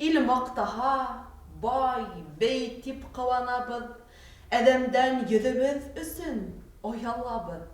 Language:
Bashkir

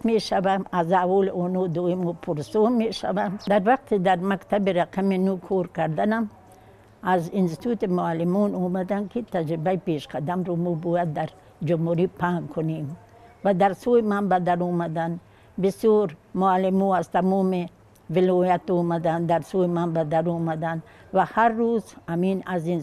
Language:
Tajik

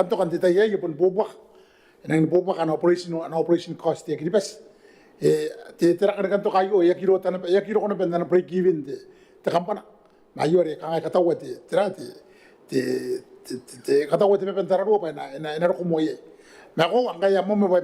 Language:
Gilbertese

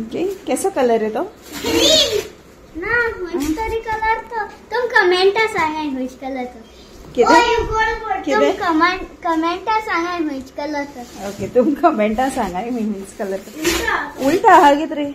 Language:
Konkani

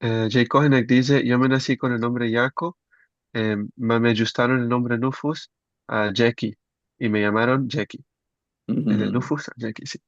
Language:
Ladino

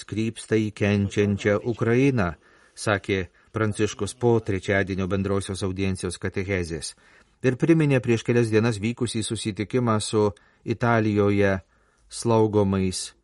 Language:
Lithuanian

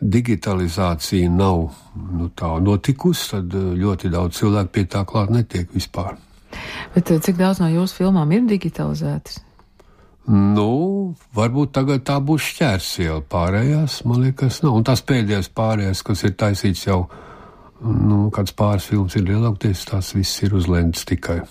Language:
Latvian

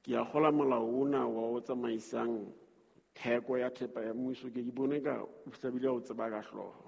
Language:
Southern Sotho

